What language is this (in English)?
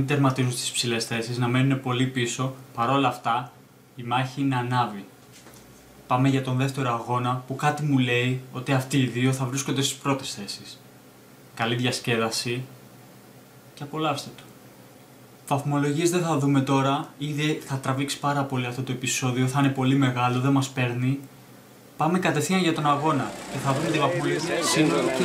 Greek